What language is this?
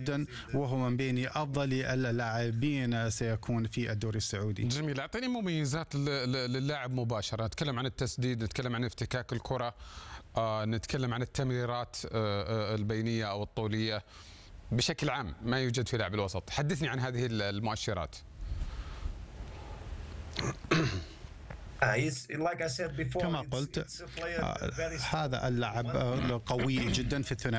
Arabic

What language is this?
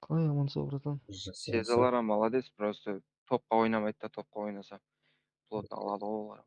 Kara-Kalpak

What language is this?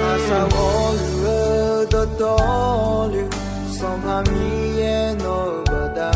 Akha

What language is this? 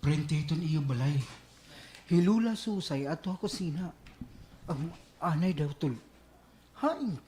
Waray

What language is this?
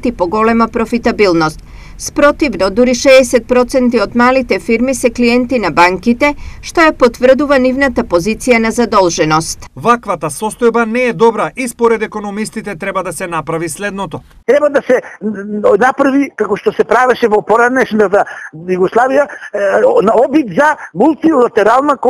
Macedonian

